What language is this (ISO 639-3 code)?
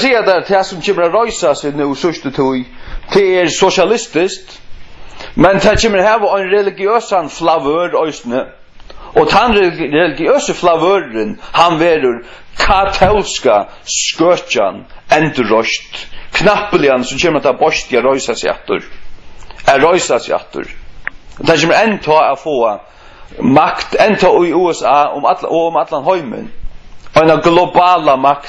fao